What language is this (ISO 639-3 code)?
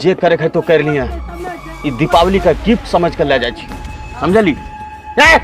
anp